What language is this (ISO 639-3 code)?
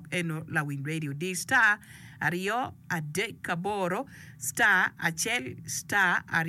ach